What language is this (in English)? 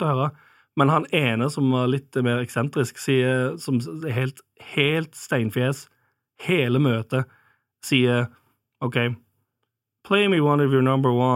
Norwegian